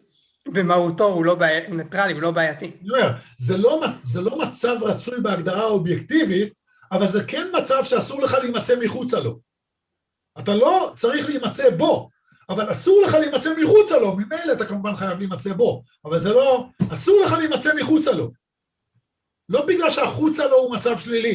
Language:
Hebrew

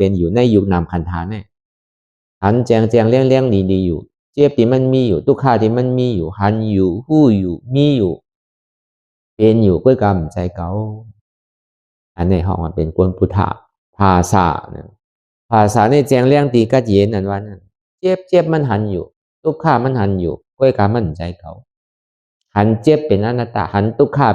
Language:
Shan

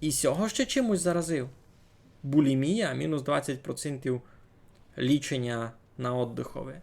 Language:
Rusyn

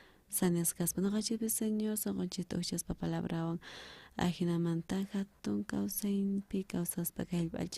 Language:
South Bolivian Quechua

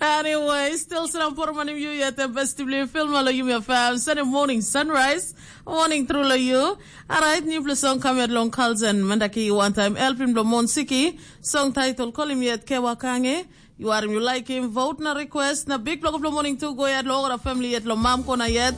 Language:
Tok Pisin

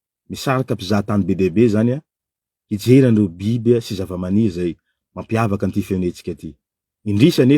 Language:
Malagasy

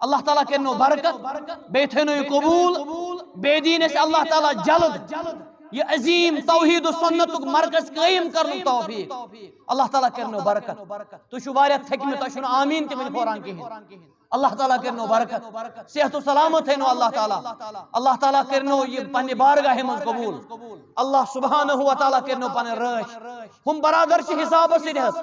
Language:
Kashmiri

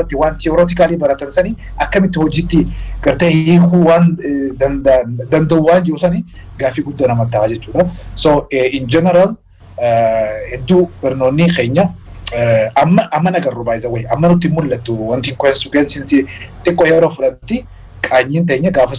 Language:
Oromo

